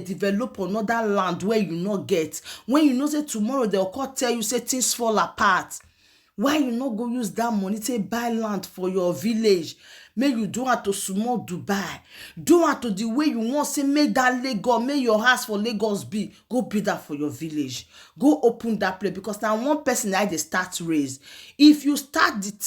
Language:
Nigerian Pidgin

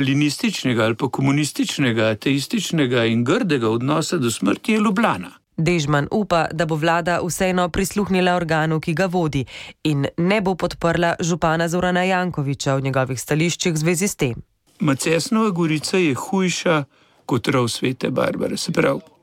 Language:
Slovenian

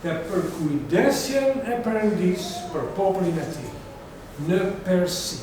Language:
Albanian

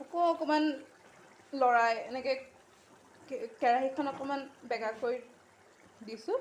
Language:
Assamese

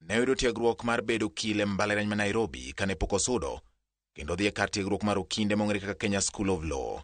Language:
Luo (Kenya and Tanzania)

